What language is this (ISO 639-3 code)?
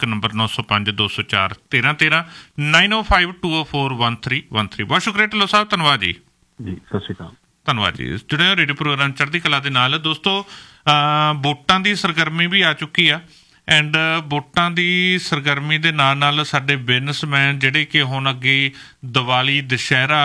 pan